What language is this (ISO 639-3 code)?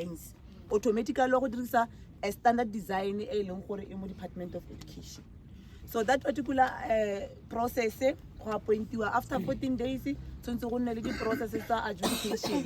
tsn